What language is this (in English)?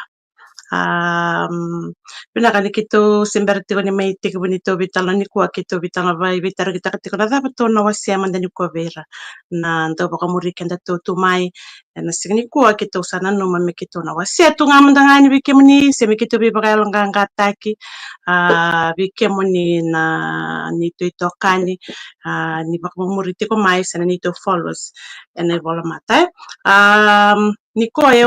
Fijian